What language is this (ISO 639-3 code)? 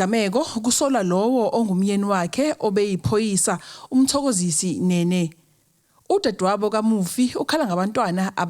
zul